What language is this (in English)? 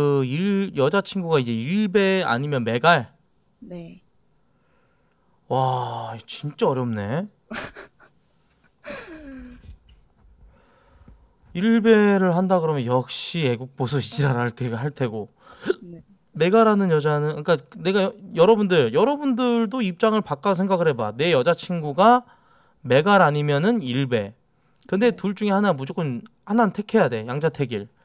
Korean